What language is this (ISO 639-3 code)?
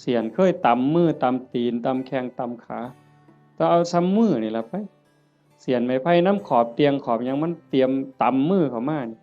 tts